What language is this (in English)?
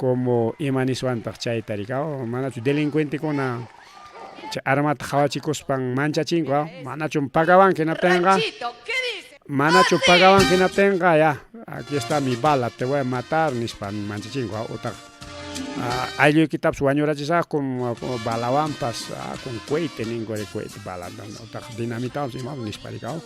Ayacucho Quechua